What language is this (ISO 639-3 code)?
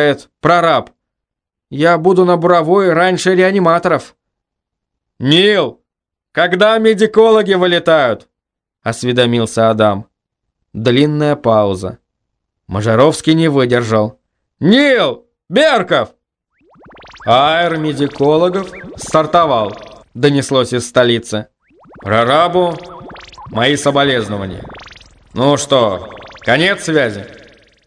rus